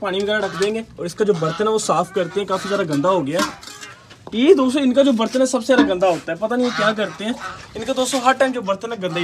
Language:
Hindi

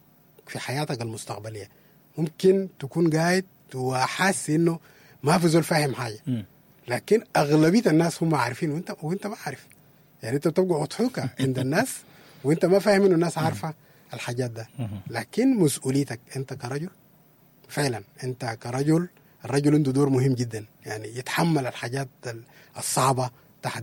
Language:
Sudanese Arabic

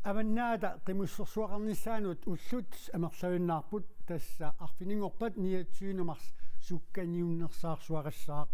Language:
Kalaallisut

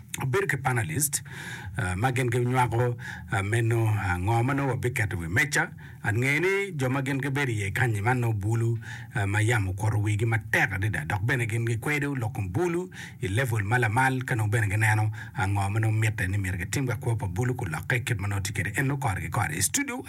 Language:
Acoli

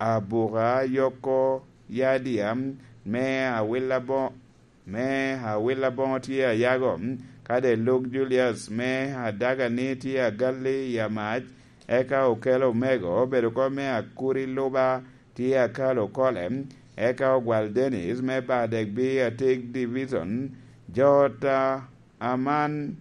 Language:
Lango (Uganda)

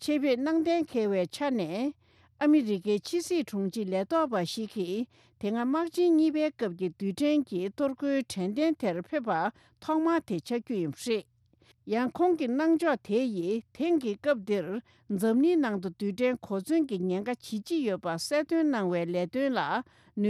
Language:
Tibetan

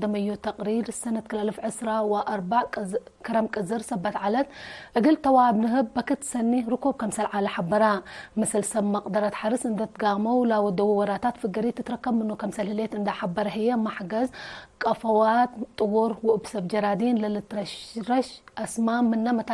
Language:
Tigre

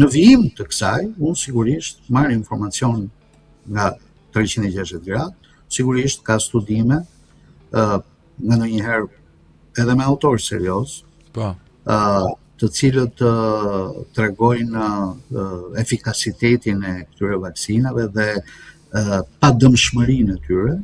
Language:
Albanian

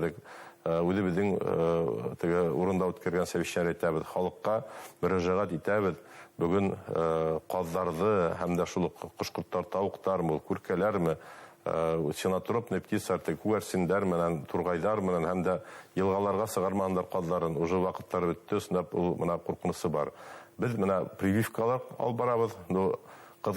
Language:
Bashkir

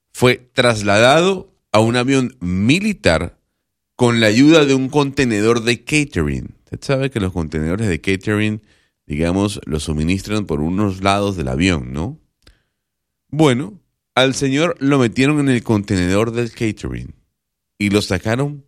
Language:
Spanish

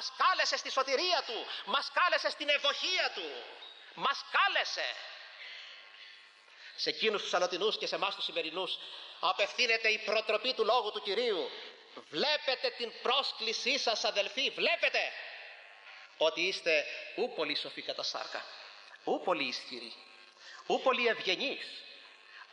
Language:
Greek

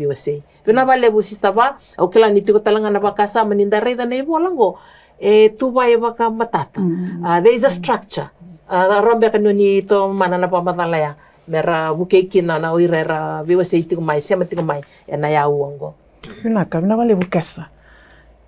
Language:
Fijian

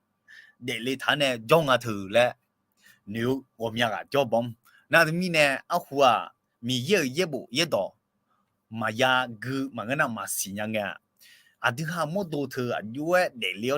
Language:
Akha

